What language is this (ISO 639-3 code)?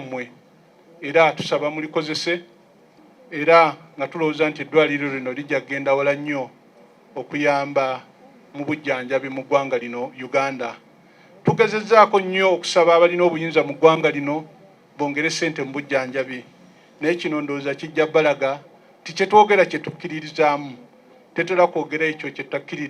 lug